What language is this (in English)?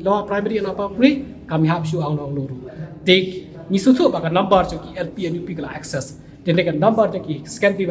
Khasi